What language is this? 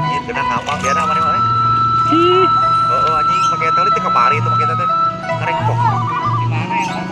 Sundanese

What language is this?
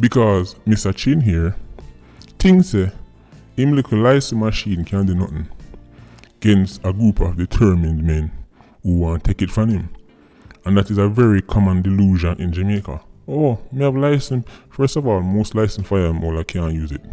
Jamaican Creole English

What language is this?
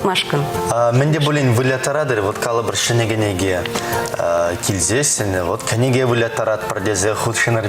Chuvash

